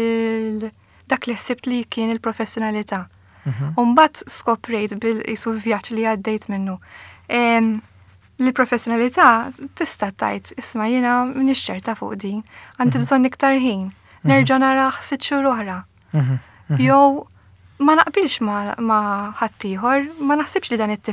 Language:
Maltese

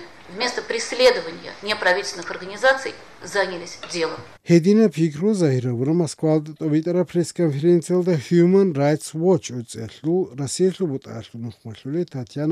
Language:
Avaric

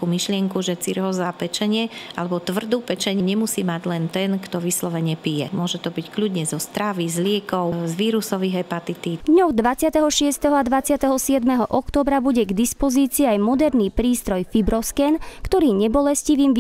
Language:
Slovak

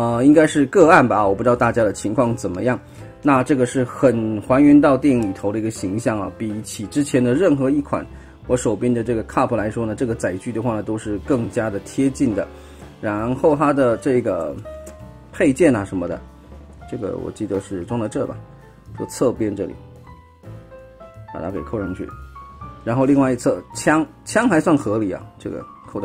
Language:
Chinese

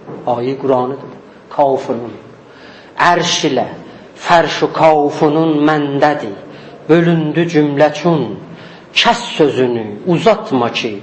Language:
South Azerbaijani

